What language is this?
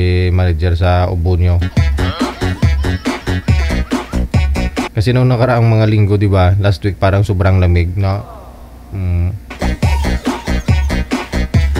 Filipino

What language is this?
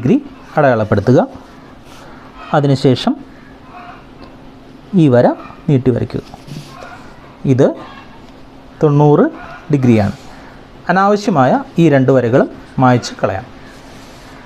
Malayalam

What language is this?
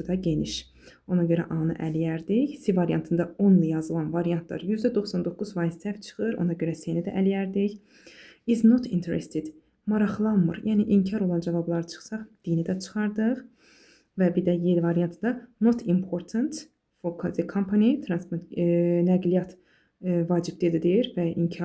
Azerbaijani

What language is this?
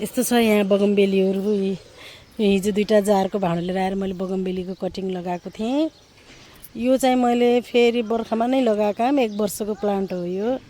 Nepali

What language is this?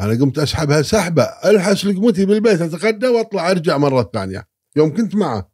Gulf Arabic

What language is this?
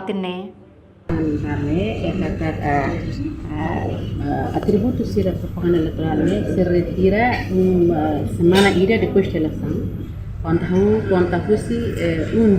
Tetum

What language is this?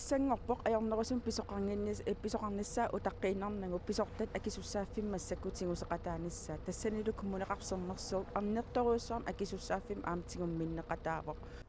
Kalaallisut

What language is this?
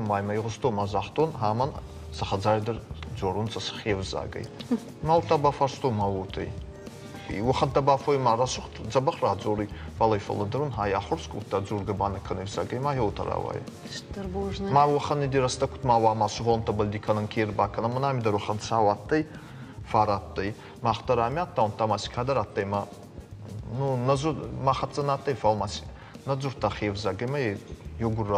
Ossetic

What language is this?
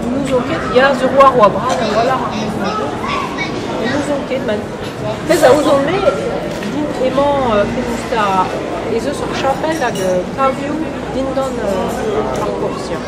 Breton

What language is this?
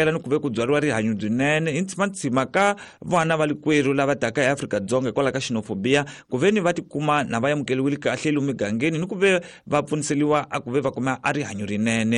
Tsonga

